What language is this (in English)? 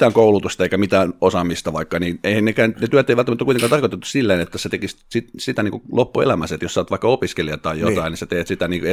Finnish